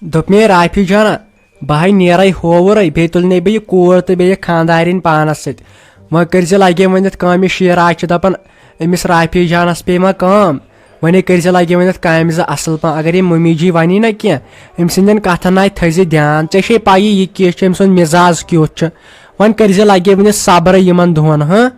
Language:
Kashmiri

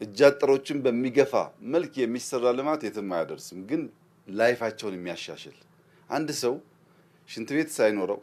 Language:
Amharic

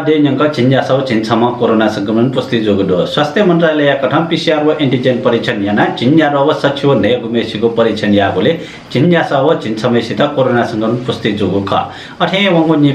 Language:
Newari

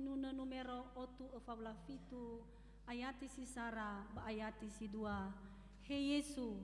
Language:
Nias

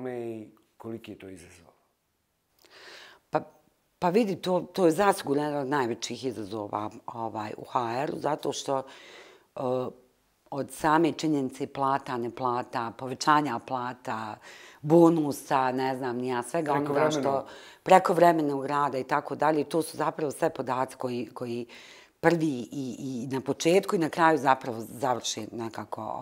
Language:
Bosnian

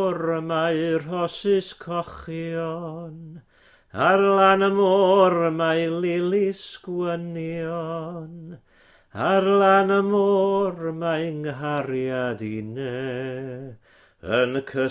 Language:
Welsh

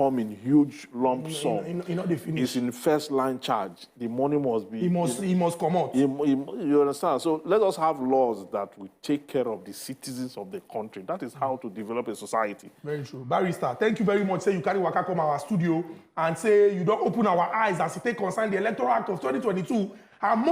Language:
Nigerian Pidgin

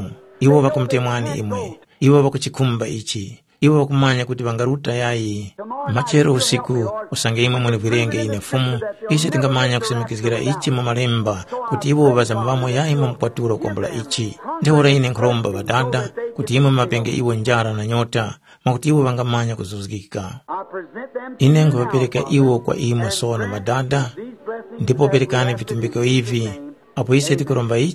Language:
Tumbuka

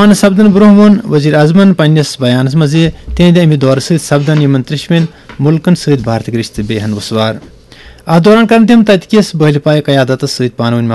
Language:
Kashmiri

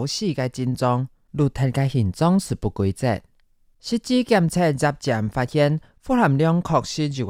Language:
Hakka Chinese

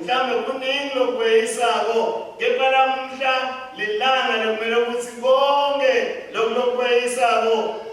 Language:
Swati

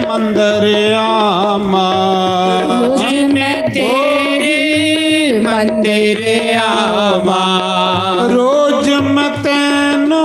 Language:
Dogri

